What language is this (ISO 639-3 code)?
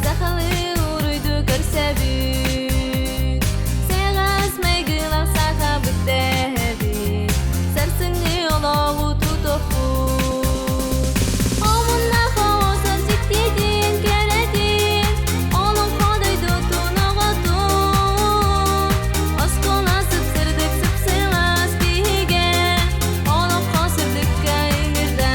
sah